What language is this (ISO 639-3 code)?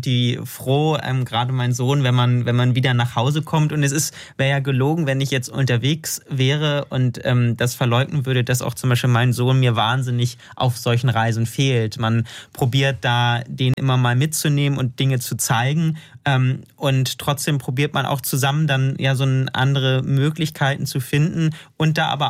deu